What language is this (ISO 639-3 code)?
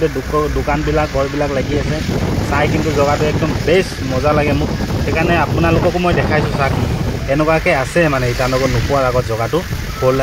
asm